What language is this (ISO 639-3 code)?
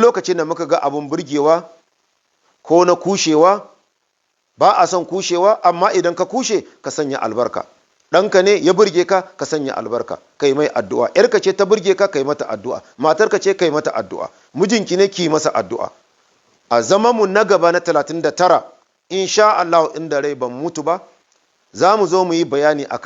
hau